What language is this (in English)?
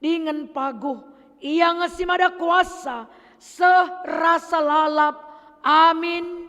Batak Karo